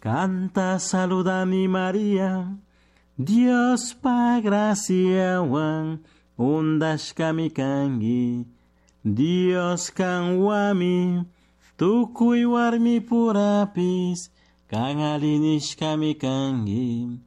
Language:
Chimborazo Highland Quichua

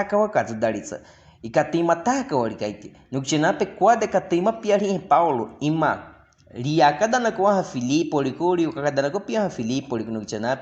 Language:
Baniwa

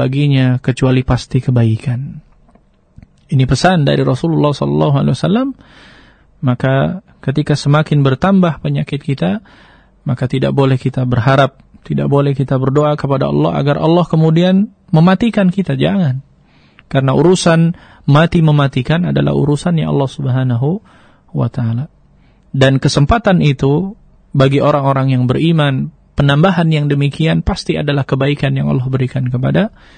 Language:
Indonesian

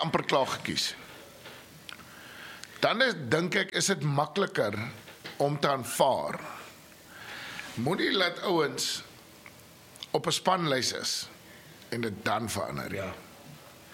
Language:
Afrikaans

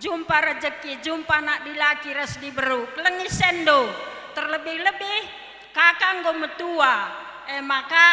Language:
Batak Karo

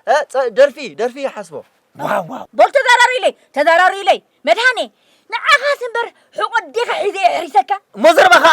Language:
Tigrinya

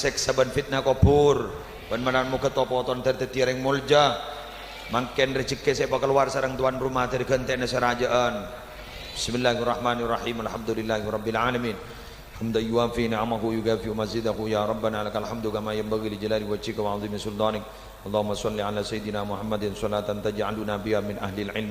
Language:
Madurese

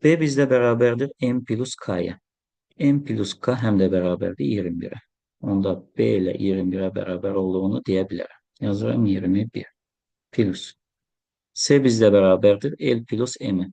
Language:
Azerbaijani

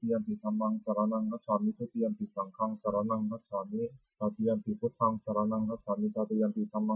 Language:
Pali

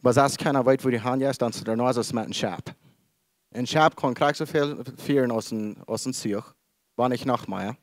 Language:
Plautdietsch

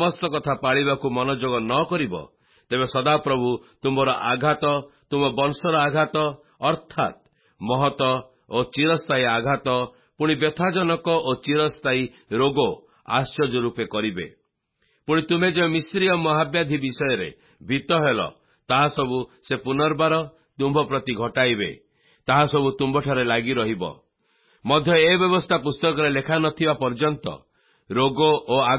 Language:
Odia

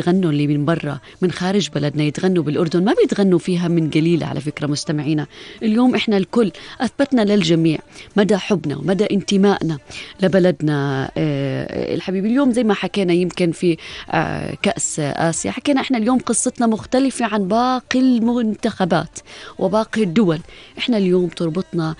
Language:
North Levantine Arabic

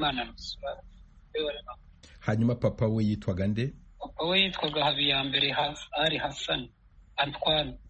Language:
Kinyarwanda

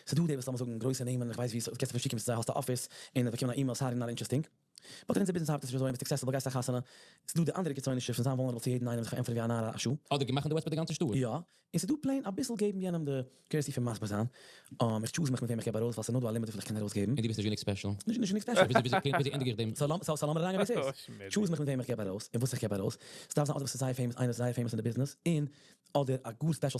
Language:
Yiddish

